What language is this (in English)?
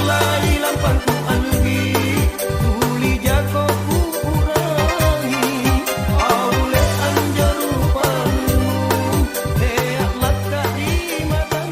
Makasar